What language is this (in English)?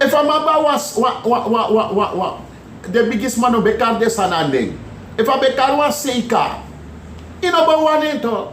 Sranan Tongo